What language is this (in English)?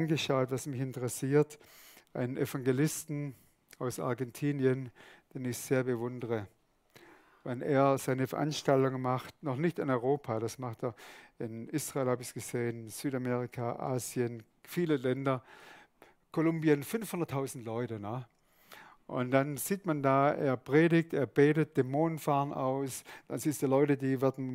Swiss German